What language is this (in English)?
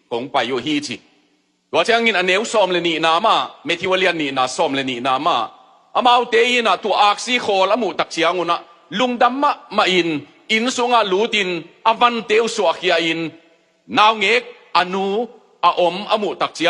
Tedim Chin